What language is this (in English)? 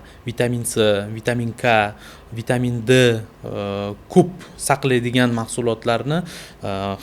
Uzbek